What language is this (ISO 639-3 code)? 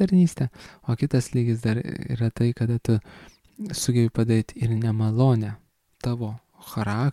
lit